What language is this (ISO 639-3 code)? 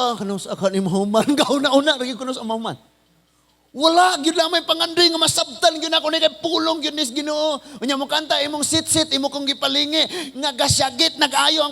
ceb